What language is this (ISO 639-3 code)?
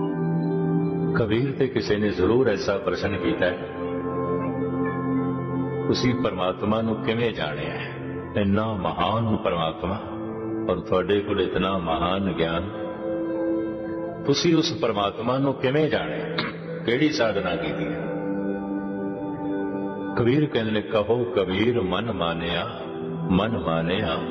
pan